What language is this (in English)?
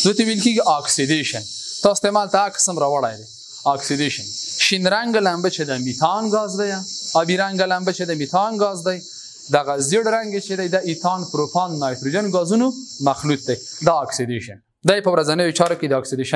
Pashto